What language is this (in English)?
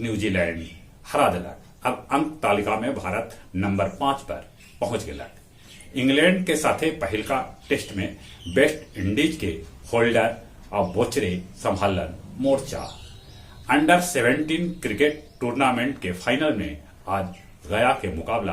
Magahi